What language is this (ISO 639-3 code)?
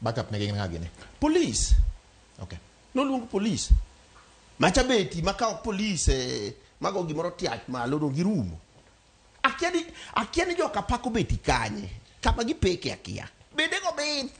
luo